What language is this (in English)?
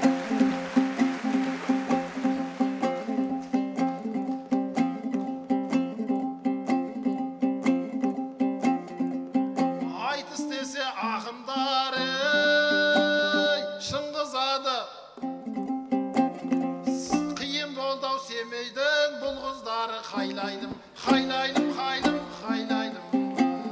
Kazakh